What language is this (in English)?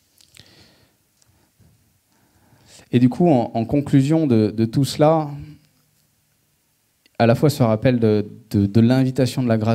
French